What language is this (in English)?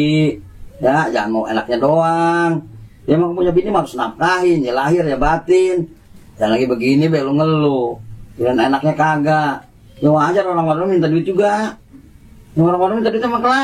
Betawi